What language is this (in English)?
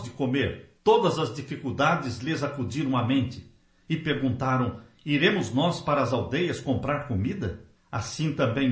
Portuguese